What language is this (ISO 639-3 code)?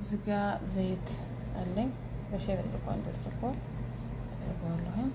amh